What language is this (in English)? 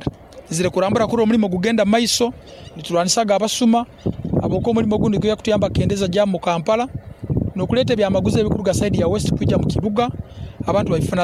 Nyoro